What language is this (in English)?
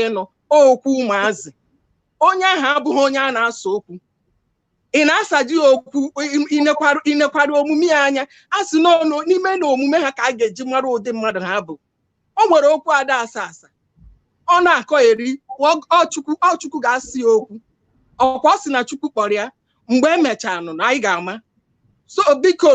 Igbo